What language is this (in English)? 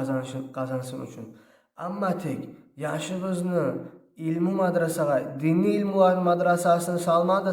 Kumyk